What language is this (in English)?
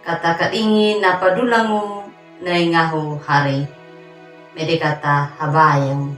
Anakalangu